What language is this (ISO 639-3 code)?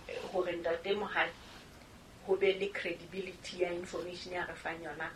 sot